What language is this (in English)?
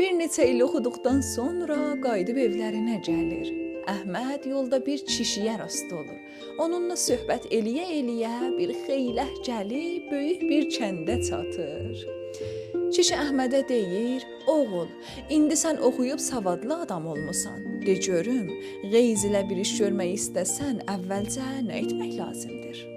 South Azerbaijani